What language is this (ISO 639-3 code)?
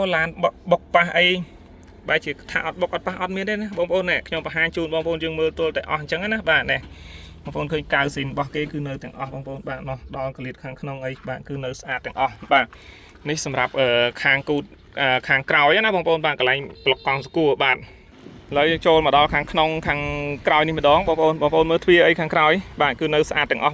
khm